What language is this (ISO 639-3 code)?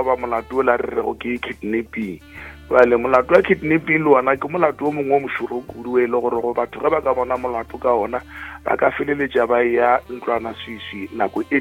nso